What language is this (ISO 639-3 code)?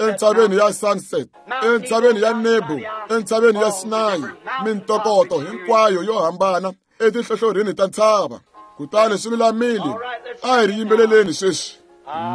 tso